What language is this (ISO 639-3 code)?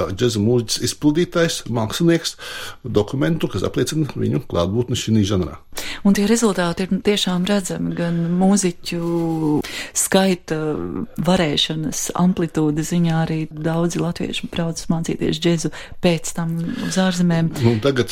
lav